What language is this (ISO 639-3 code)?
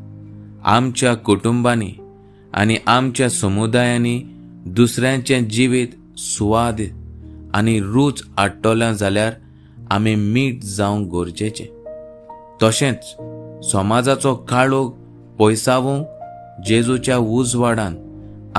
kok